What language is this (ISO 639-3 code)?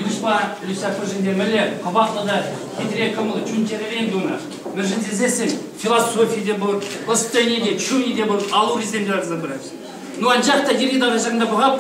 chv